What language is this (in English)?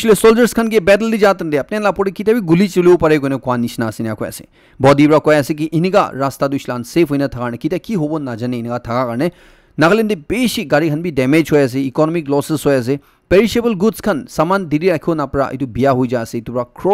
Naga Pidgin